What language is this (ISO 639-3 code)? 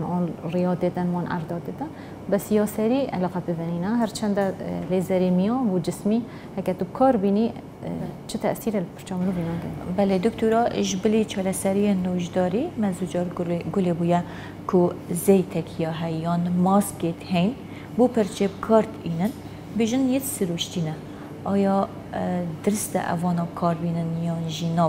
kur